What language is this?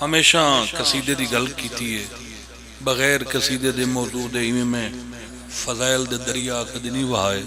Pahari-Potwari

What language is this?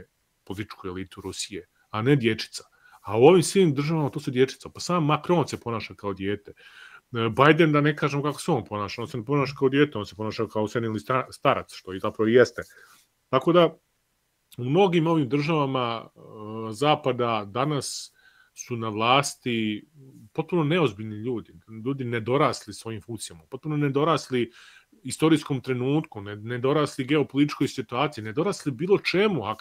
Serbian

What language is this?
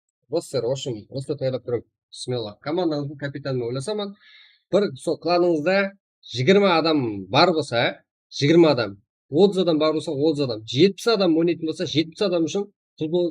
Kara-Kalpak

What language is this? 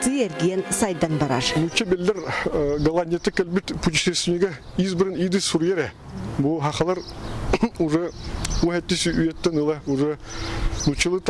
Yakut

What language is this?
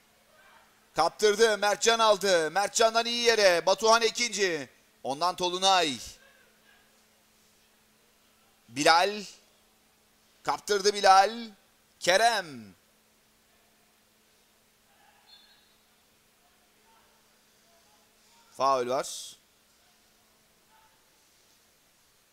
Turkish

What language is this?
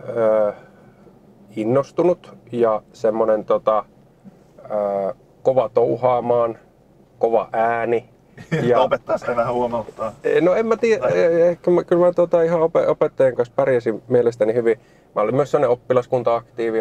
Finnish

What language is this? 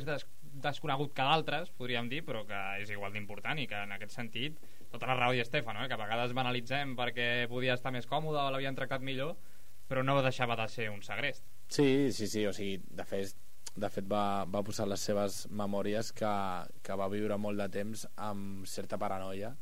Catalan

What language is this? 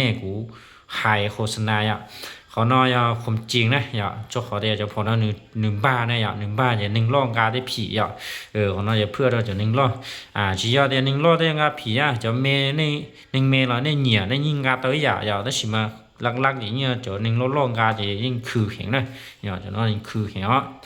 Hmong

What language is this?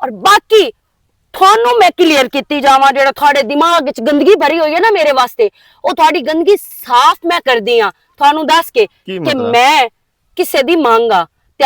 Western Panjabi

